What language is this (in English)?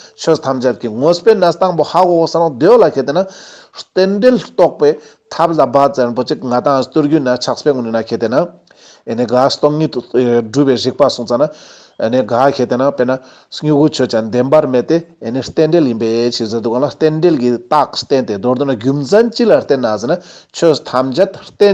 Ladakhi